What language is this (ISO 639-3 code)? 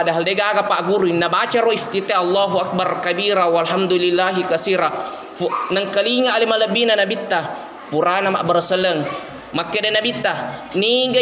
bug